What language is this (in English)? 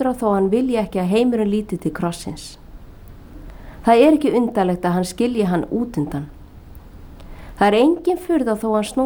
Icelandic